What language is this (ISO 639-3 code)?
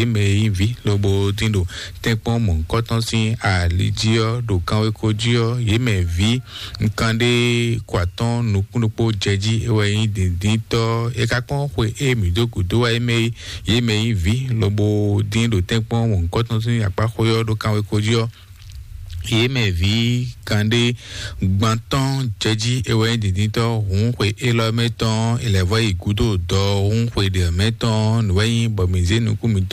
fon